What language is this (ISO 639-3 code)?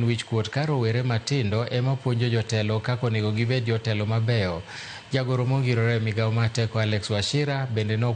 luo